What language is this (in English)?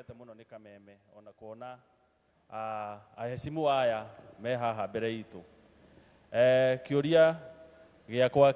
Kikuyu